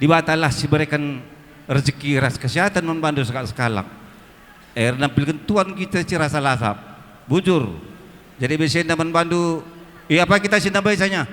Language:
Batak Karo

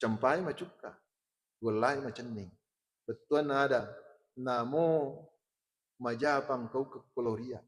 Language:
Buginese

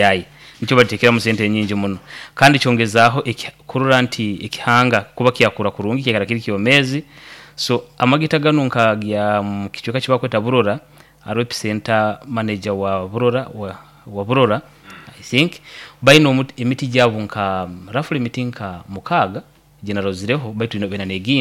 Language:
Nyoro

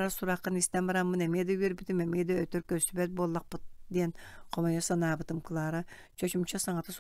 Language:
Yakut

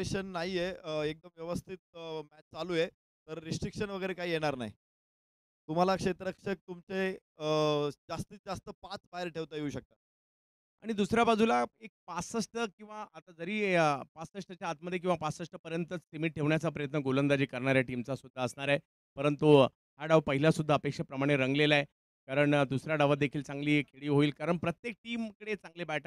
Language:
Marathi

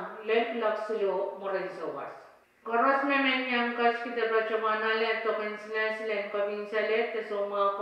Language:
Pohnpeian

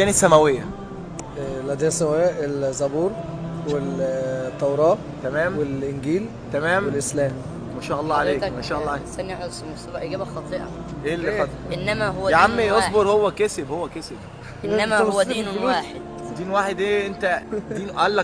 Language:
Egyptian Arabic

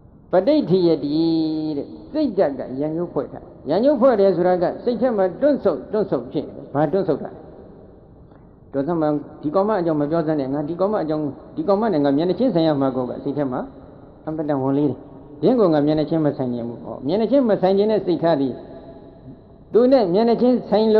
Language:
Burmese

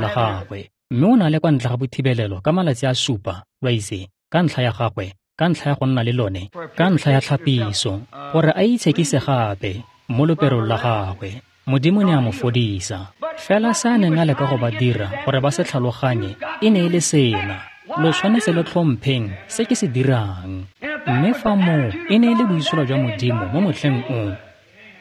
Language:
Tswana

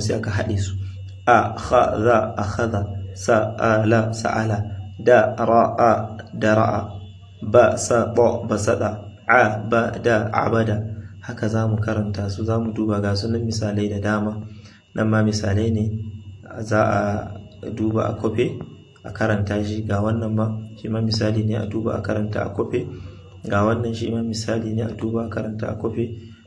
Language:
Hausa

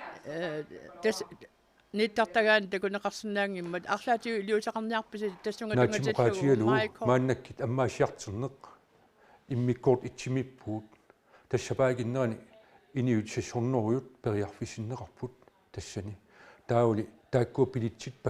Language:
Kalaallisut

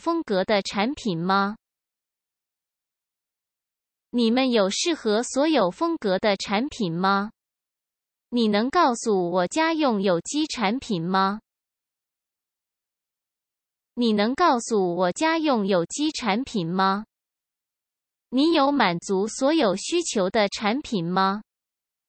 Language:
Chinese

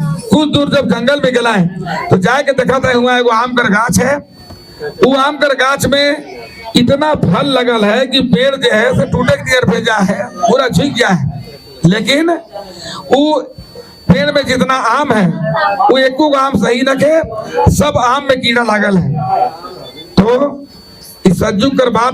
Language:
Sadri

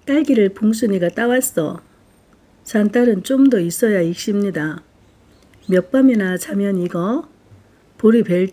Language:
Korean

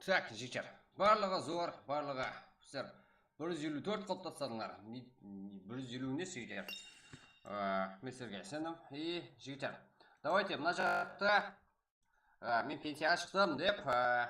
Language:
Kara-Kalpak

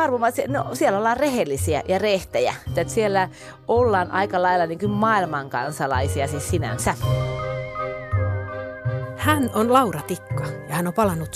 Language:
Finnish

